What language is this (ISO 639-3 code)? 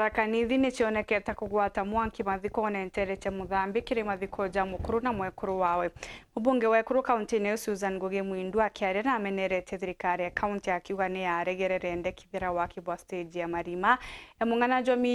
mer